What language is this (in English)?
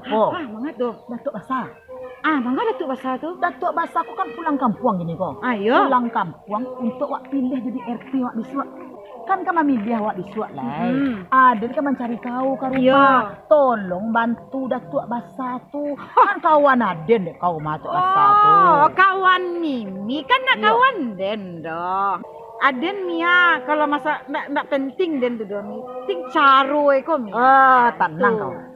Minangkabau